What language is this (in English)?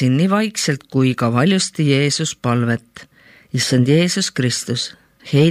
Estonian